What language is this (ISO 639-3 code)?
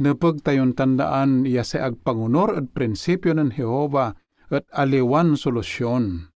pag